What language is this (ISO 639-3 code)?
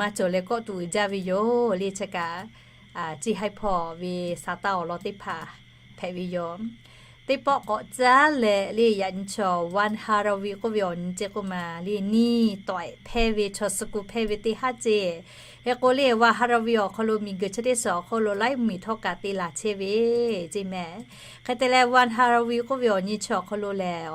lhu